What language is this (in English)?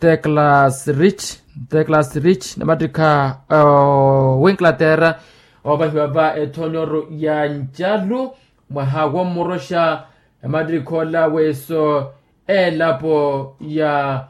Makhuwa